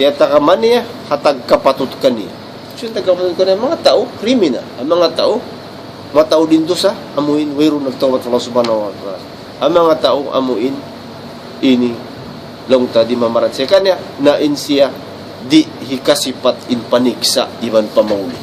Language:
Tausug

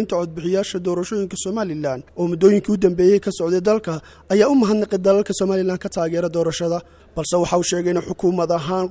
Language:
Somali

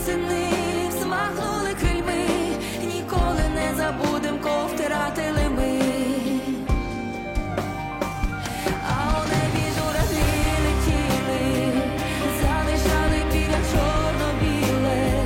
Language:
Ukrainian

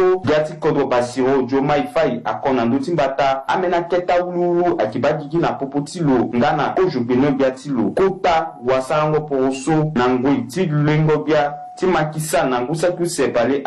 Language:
Sango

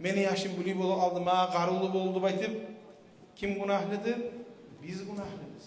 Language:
Kumyk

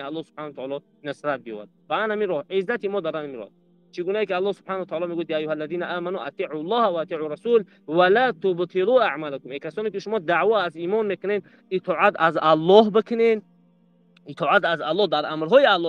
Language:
Tajik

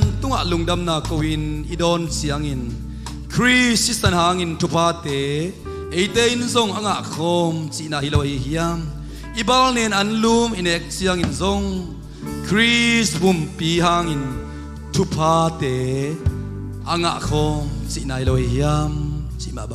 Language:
Tedim Chin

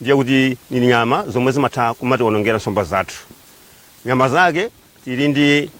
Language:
Nyanja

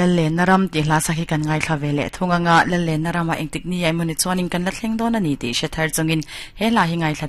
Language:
Mizo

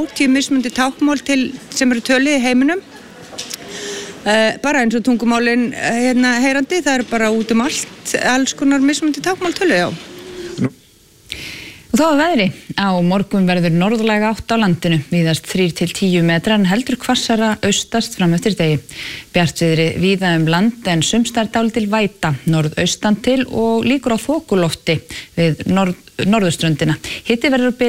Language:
Icelandic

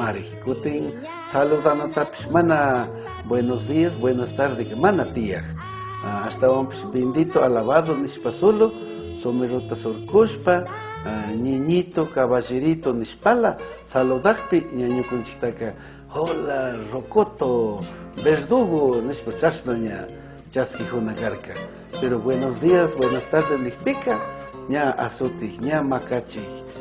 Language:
Chimborazo Highland Quichua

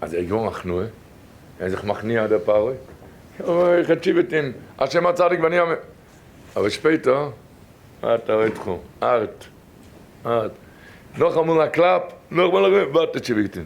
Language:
Yiddish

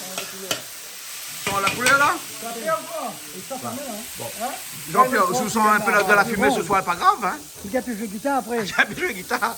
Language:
Réunion Creole French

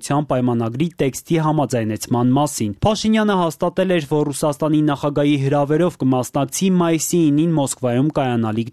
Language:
Armenian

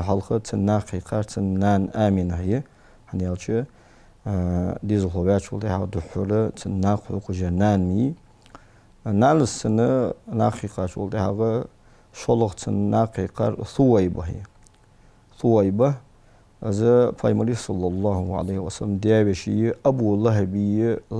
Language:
Ingush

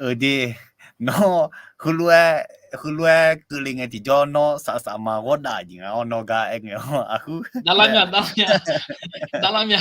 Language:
Akha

